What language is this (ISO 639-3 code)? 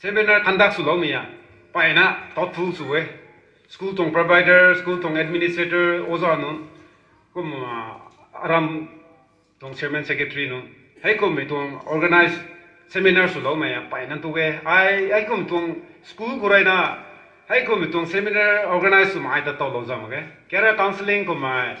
nbu